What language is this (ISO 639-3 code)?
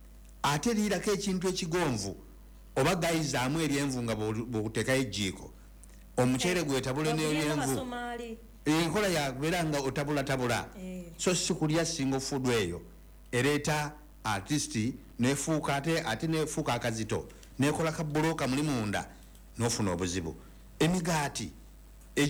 lug